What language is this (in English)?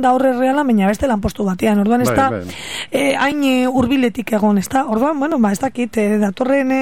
Basque